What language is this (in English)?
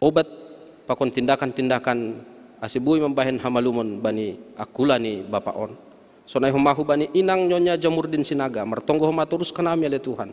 Batak Simalungun